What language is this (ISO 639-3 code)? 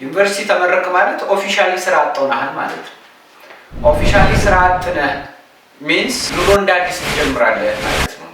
amh